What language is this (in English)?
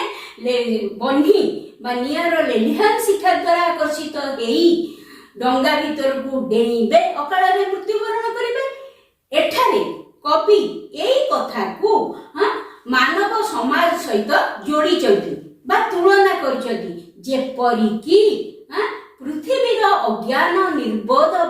Odia